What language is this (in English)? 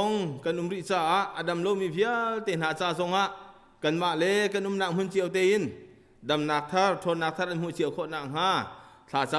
Hakha Chin